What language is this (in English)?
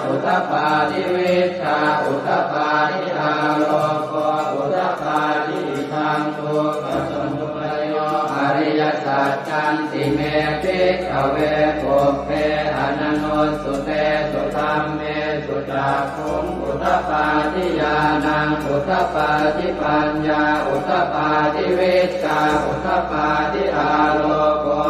Pali